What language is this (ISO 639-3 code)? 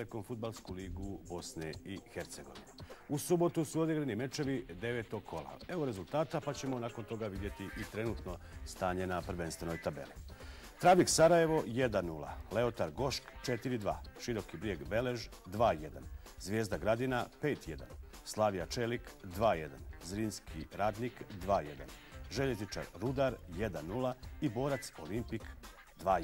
bos